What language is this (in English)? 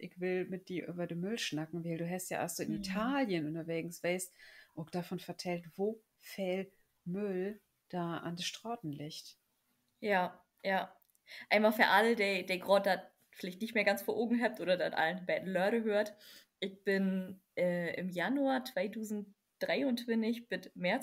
Low German